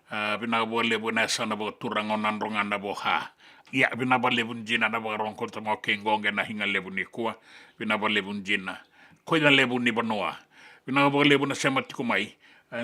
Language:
Fijian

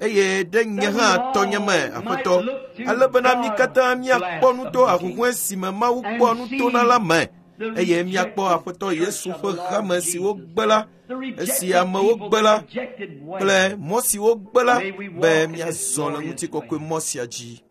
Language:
Ewe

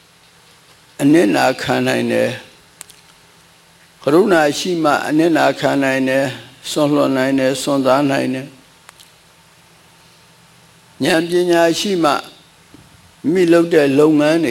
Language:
Burmese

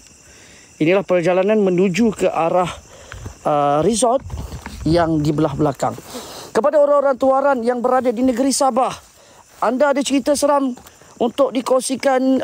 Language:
Malay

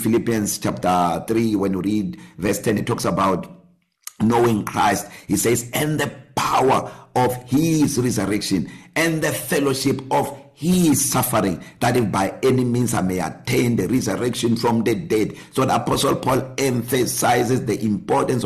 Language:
English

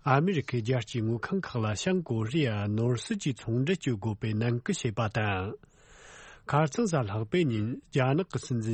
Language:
Tibetan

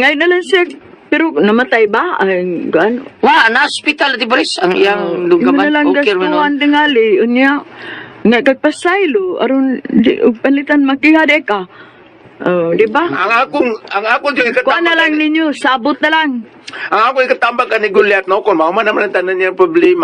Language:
Cebuano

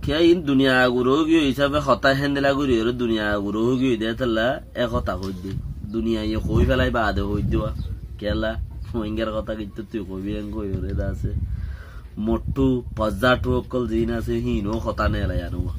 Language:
Rohingya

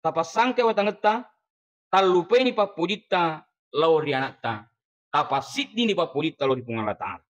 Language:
Buginese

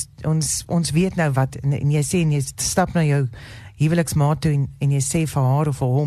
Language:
Afrikaans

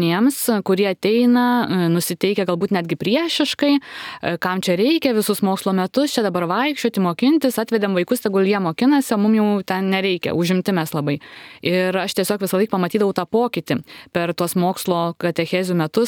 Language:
Lithuanian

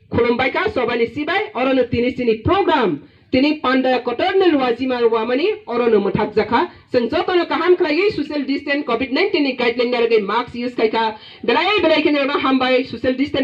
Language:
Kok Borok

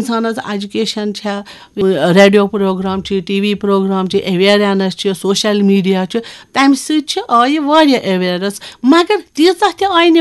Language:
Kashmiri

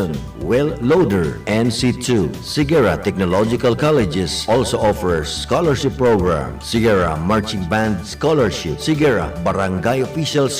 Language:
Bikol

